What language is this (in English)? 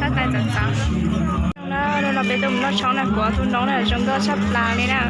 Hmong